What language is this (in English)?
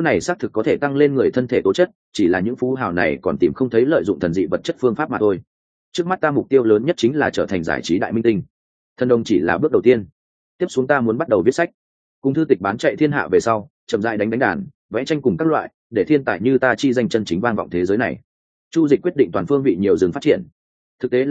Vietnamese